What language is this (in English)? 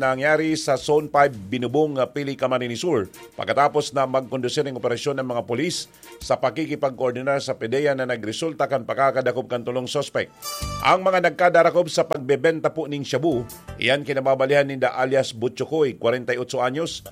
Bikol